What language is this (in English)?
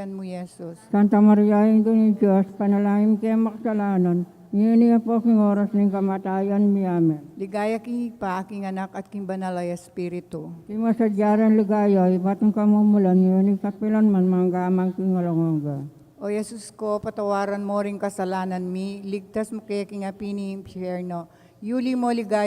Pampanga